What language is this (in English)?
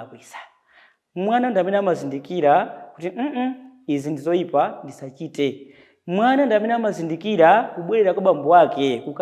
Nyanja